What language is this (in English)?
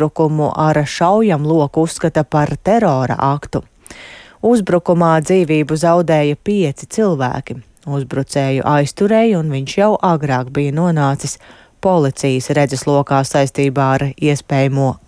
Latvian